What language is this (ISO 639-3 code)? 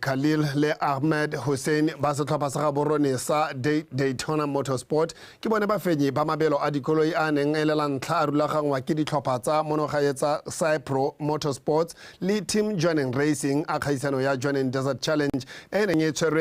tsn